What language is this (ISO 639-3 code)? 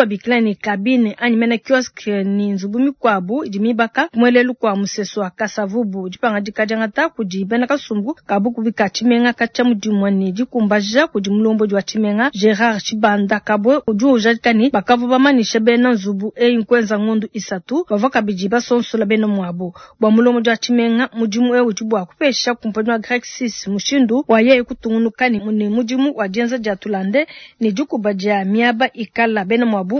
lua